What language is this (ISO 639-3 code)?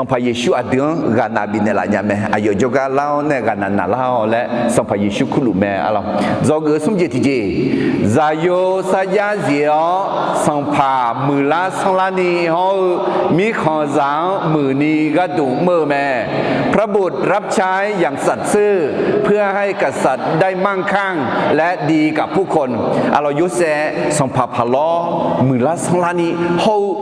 ahk